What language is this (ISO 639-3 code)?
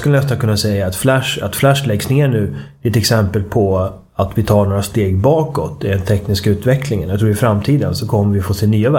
swe